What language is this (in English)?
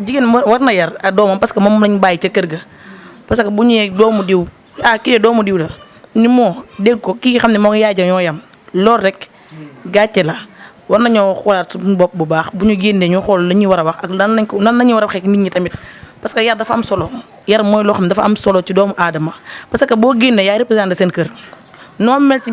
Wolof